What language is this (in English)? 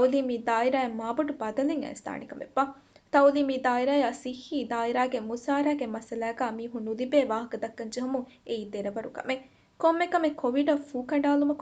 Divehi